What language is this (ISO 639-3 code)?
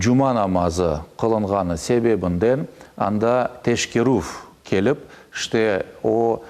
crh